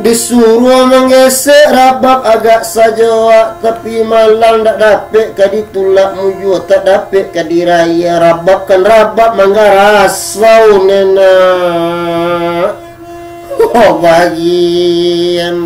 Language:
Minangkabau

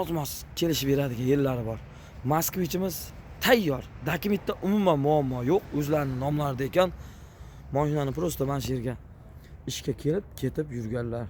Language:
Uzbek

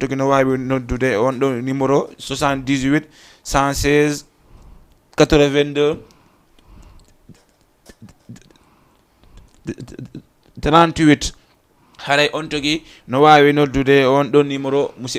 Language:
Fula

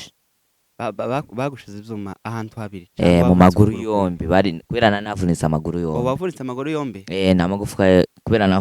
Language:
Rundi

